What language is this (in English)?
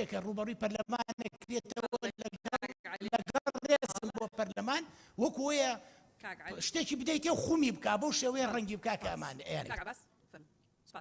Central Kurdish